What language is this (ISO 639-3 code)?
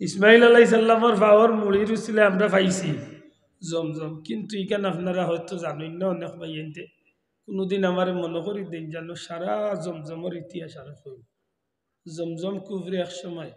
syl